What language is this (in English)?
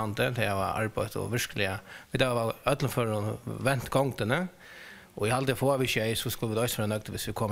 Faroese